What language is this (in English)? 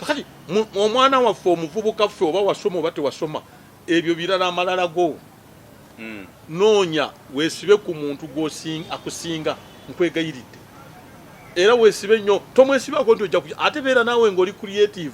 Ganda